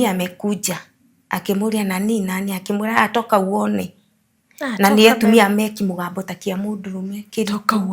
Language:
Kikuyu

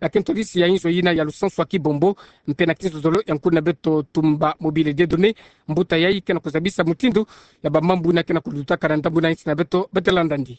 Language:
Kituba (Democratic Republic of Congo)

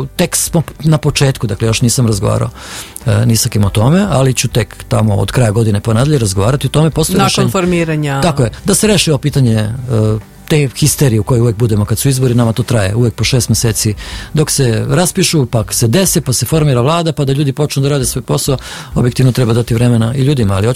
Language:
Serbian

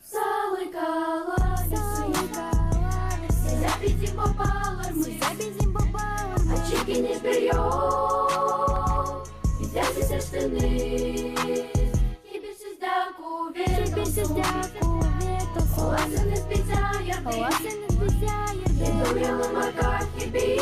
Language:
Gagauz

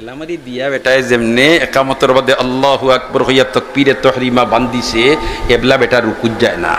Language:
Sylheti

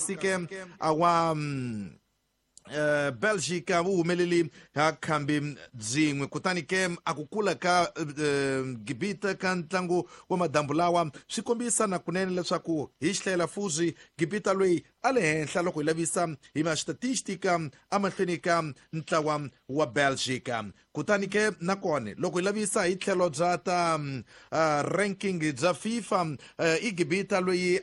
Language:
Tsonga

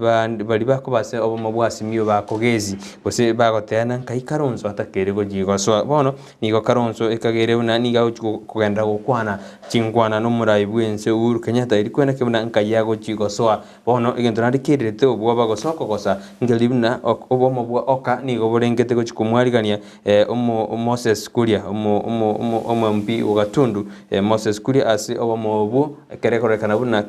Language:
Gusii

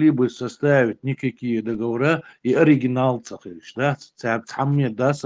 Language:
Chechen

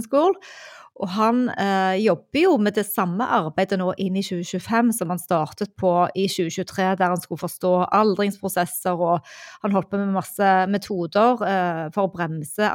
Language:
Norwegian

